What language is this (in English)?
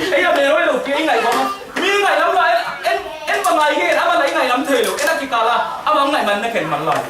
Tedim Chin